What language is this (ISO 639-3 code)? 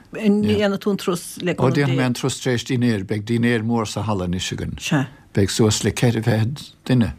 gle